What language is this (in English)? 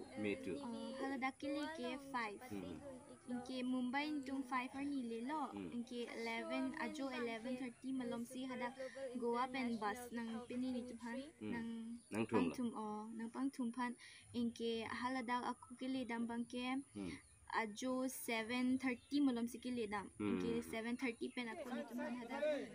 Karbi